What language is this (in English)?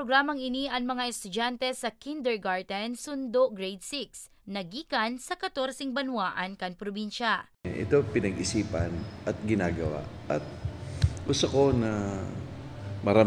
Bikol